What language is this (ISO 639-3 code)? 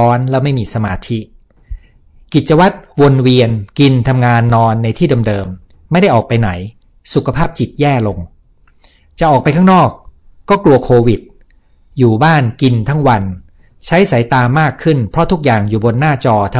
tha